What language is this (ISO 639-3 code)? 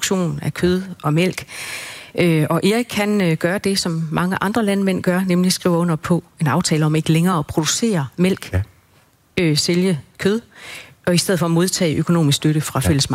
dan